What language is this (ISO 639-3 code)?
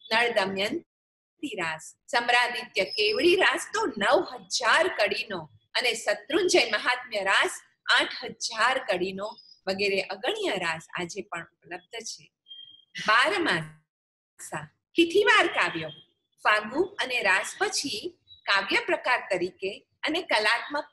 guj